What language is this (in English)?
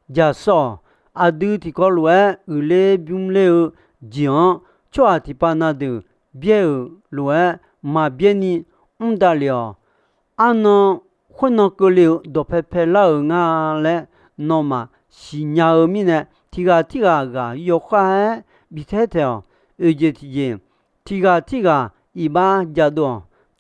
Akha